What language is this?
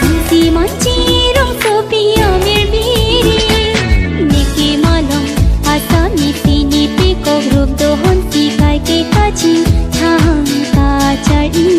Karbi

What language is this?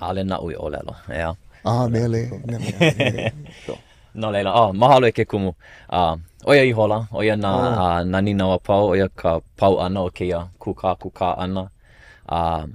Hawaiian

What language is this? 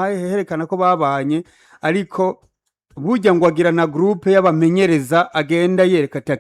Rundi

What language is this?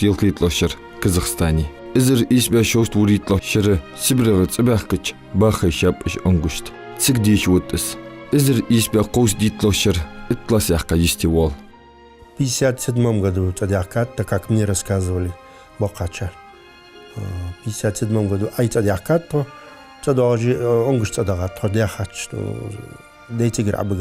Ingush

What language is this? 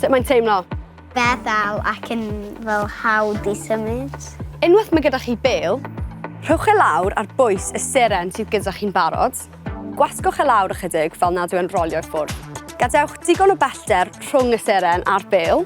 Welsh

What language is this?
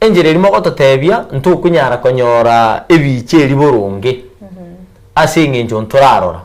Gusii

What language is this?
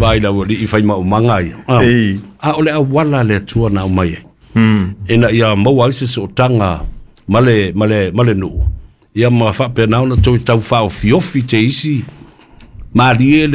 Samoan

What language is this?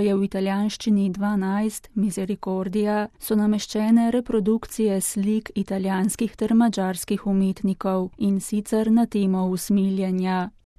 Slovenian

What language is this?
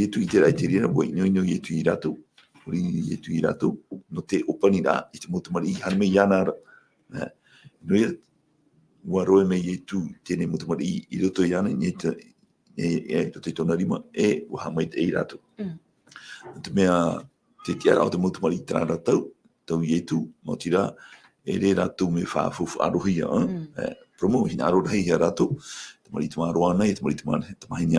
Tahitian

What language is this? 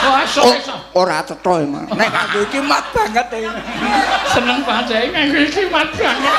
Javanese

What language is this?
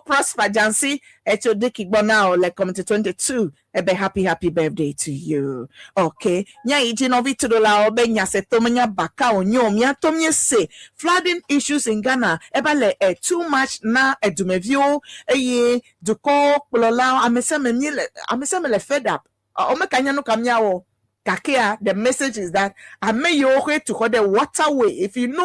Ewe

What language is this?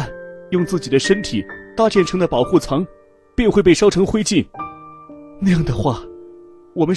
Chinese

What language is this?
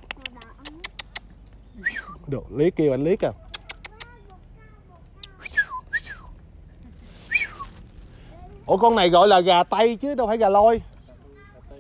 Vietnamese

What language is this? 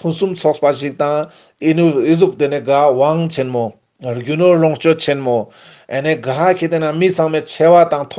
Ladakhi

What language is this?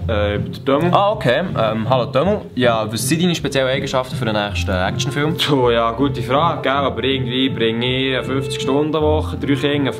Swiss German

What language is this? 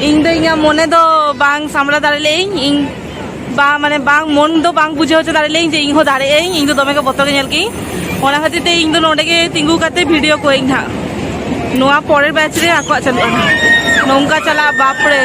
Santali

